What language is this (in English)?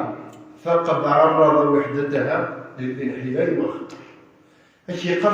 Kabyle